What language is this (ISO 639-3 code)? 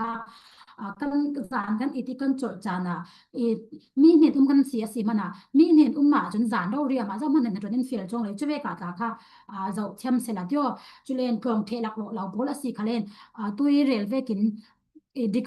cfm